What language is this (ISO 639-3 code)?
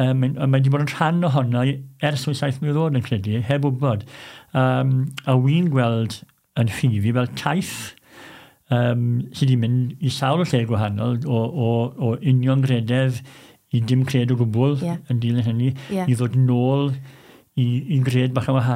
cym